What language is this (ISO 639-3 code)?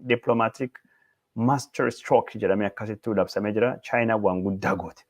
orm